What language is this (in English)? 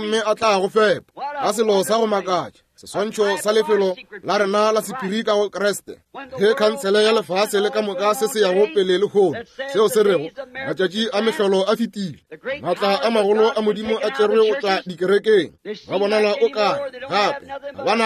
Northern Sotho